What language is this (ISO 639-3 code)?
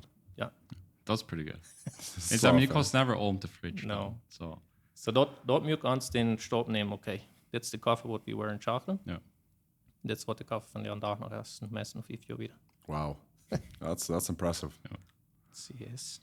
pdt